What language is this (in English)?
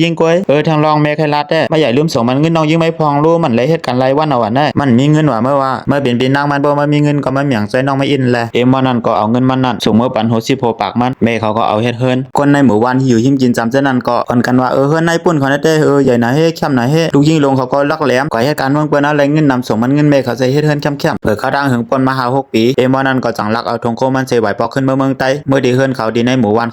Shan